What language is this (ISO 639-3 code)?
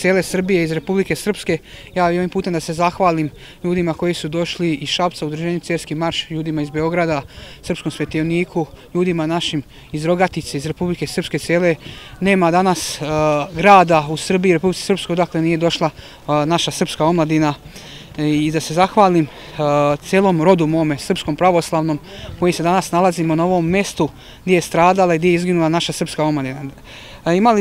srp